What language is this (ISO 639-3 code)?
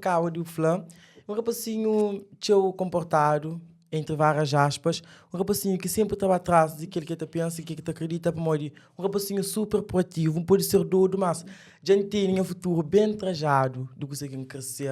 kea